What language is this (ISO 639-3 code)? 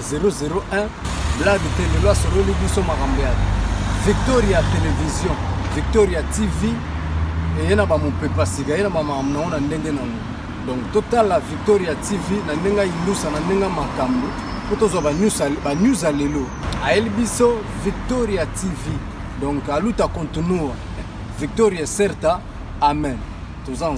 lin